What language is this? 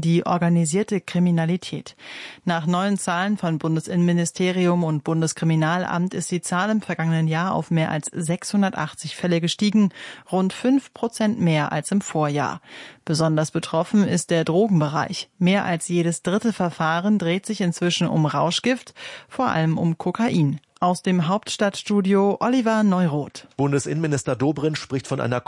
German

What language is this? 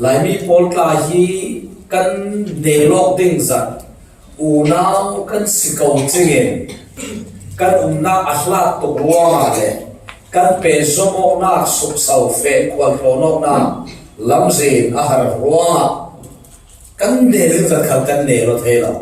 Falam Chin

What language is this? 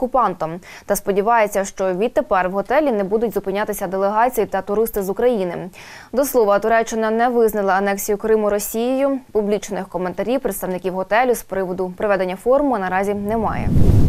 Ukrainian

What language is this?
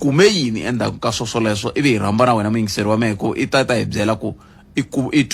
Tsonga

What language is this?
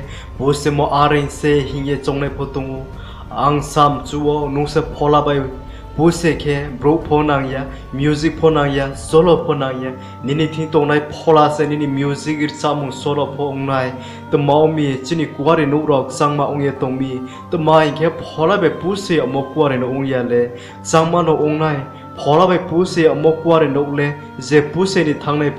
Riang (India)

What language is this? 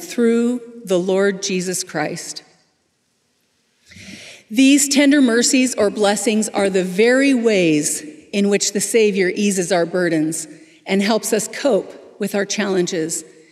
English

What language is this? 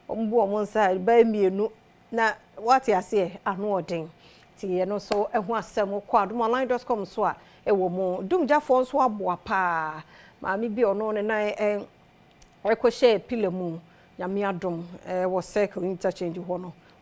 Akan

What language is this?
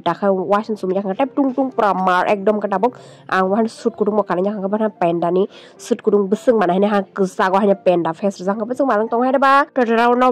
Kok Borok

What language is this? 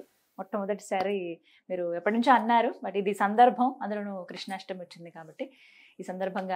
Telugu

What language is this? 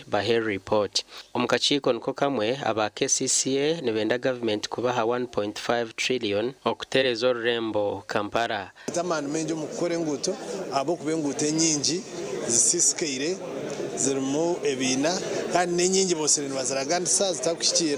Nyankole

